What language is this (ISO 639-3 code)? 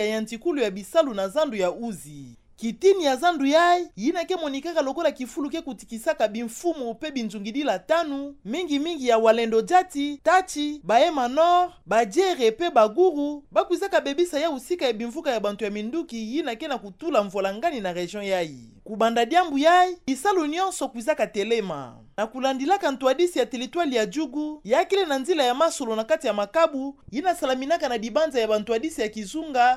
ktu